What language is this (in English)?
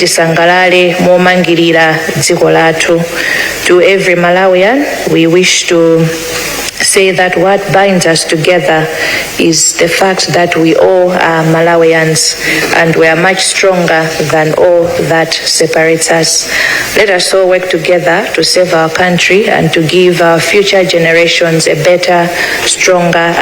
Nyanja